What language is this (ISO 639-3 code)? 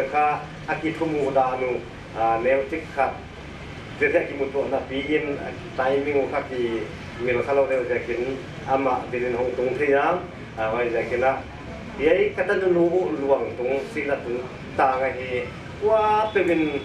pck